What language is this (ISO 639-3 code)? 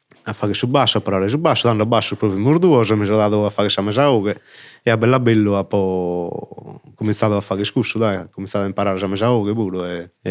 srd